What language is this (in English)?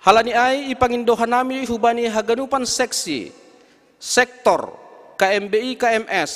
Batak Simalungun